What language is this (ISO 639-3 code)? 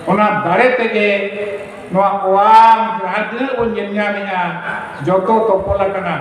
sat